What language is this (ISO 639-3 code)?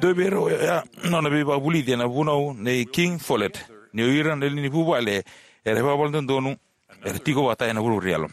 fij